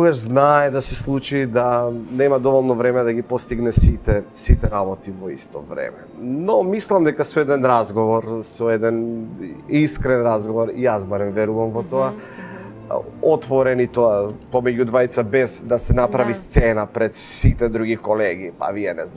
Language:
Macedonian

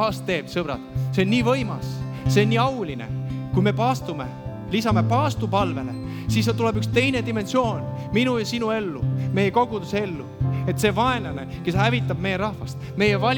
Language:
Estonian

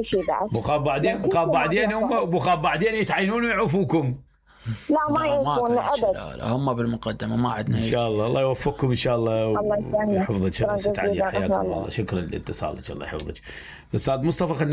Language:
Mesopotamian Arabic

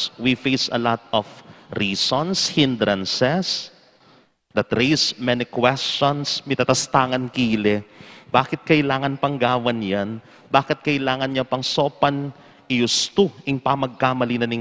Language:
Pampanga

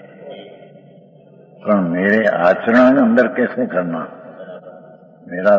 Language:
Gujarati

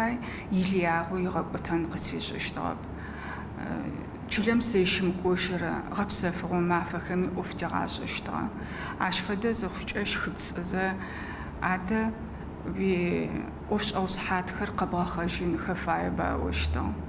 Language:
Adyghe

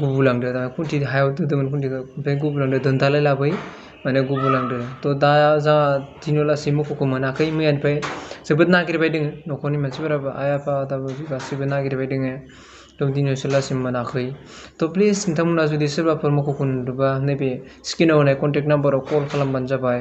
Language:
Bodo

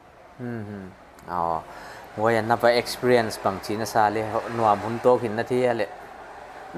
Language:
Paite Chin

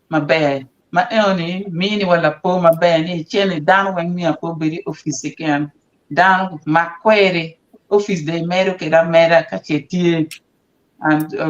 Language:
Acoli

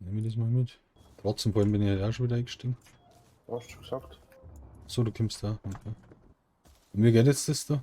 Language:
Bavarian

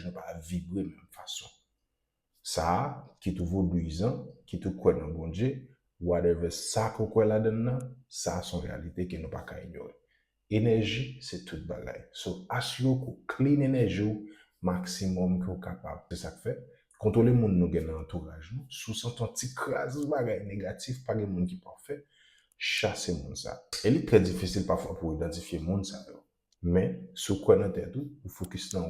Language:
Haitian Creole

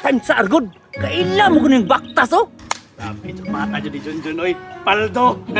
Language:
Cebuano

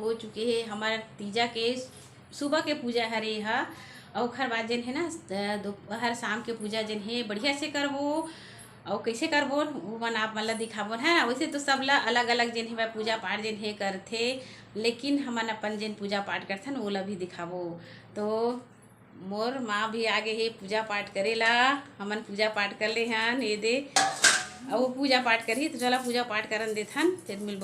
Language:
Chhattisgarhi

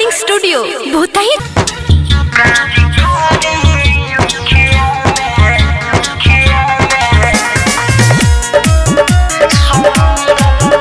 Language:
Bhojpuri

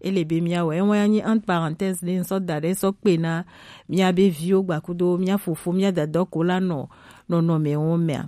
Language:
Gen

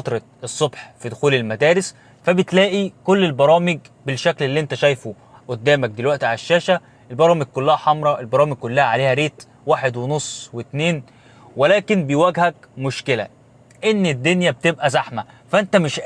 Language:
Egyptian Arabic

